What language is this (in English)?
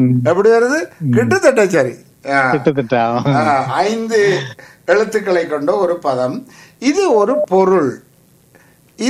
Tamil